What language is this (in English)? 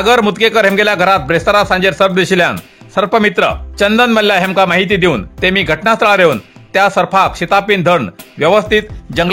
Konkani